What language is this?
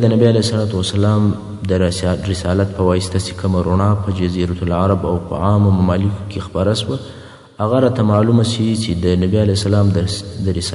Pashto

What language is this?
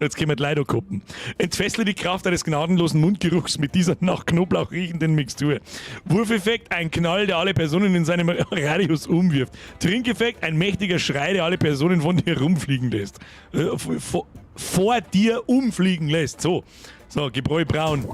Bavarian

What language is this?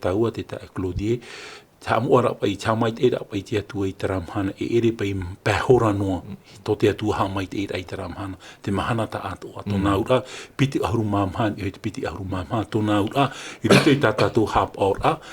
Tahitian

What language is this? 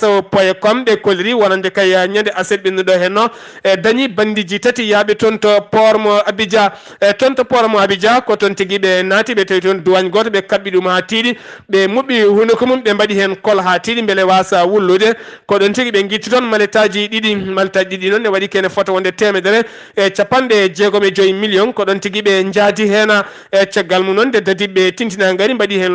Fula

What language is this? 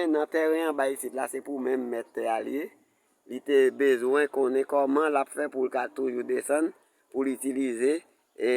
Haitian Creole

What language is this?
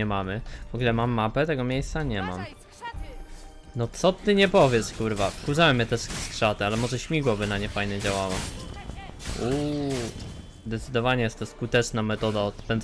Polish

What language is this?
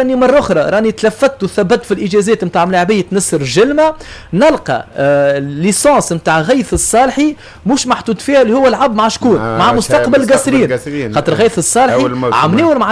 Tunisian Arabic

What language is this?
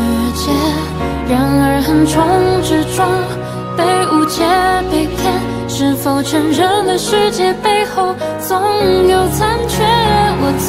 Chinese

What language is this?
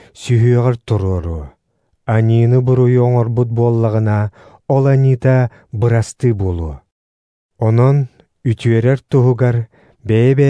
Yakut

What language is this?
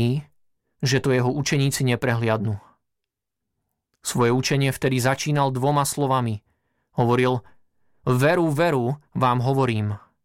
Slovak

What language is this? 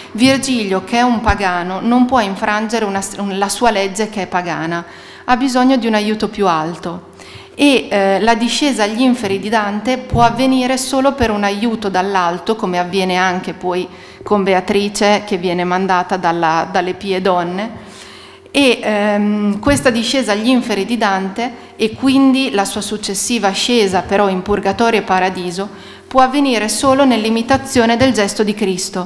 Italian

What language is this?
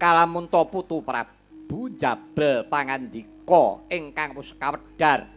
Javanese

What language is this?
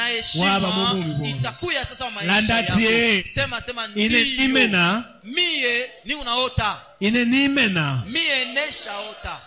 Swahili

